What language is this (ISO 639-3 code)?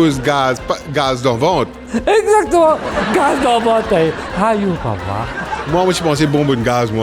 mfe